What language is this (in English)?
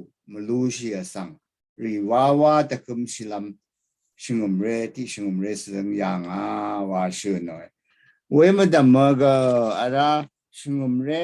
Rawang